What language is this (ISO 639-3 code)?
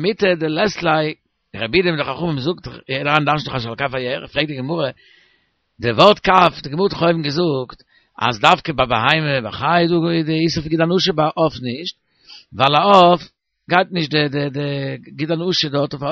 yid